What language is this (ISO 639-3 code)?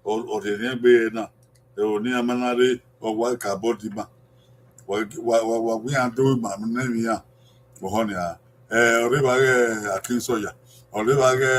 bin